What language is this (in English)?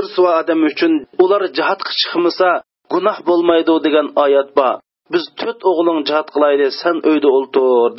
Uyghur